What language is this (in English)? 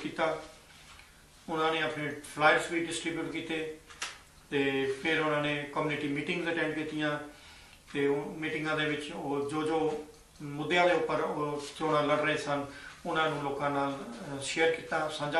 Punjabi